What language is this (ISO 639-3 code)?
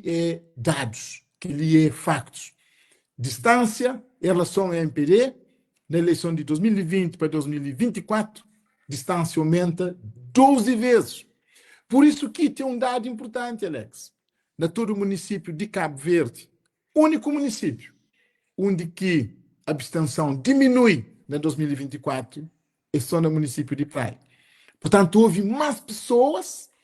kea